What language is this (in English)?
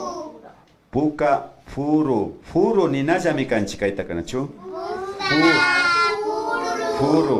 Imbabura Highland Quichua